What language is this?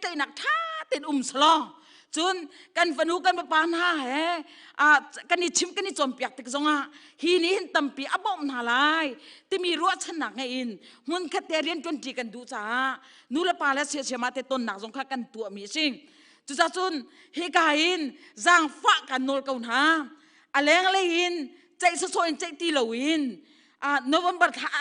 Hakha Chin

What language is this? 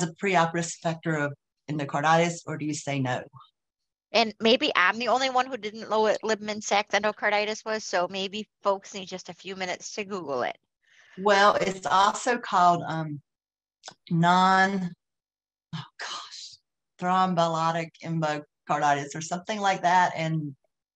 English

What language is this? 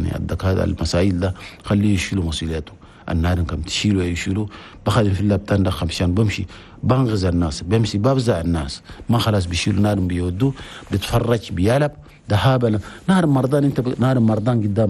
Chadian Arabic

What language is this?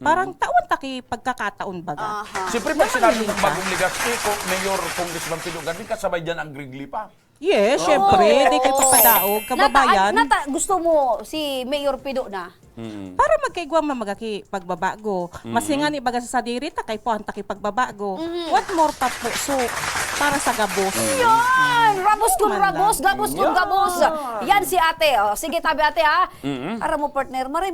Bikol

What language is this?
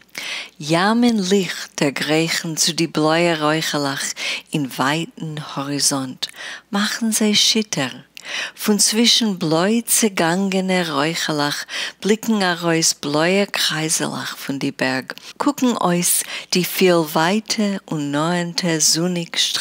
Yiddish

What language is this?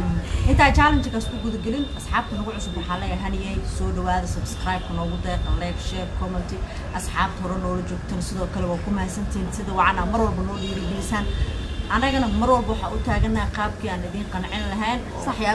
Somali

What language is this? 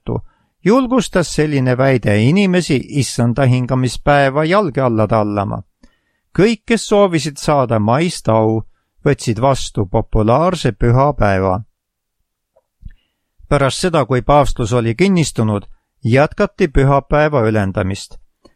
Estonian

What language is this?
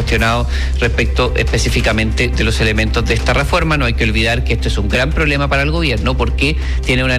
Spanish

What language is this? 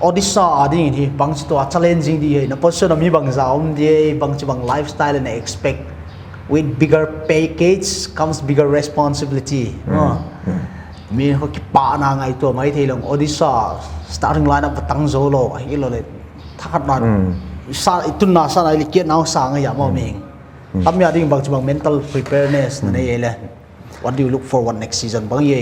Paite Chin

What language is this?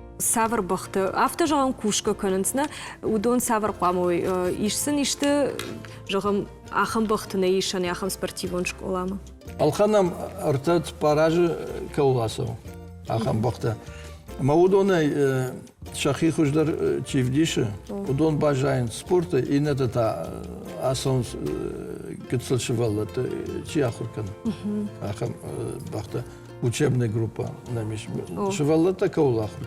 Ossetic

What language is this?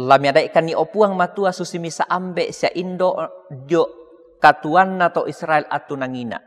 Toraja-Sa'dan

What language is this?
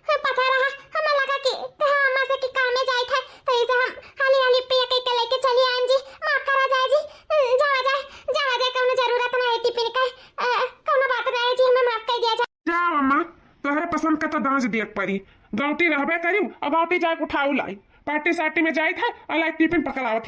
Awadhi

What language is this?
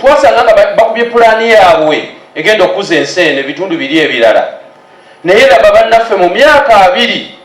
Ganda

